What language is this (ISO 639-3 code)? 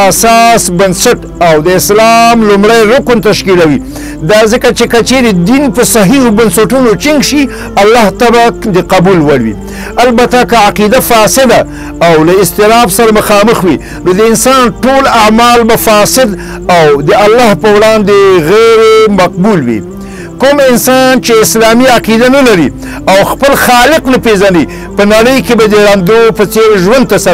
pus